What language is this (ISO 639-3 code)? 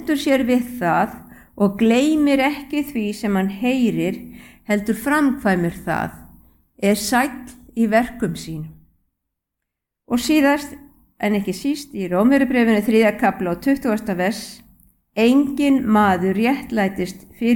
isl